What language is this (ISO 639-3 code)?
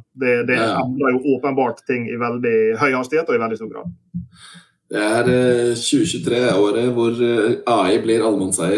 nor